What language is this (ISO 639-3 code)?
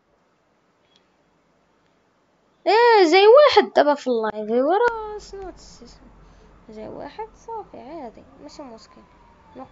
ary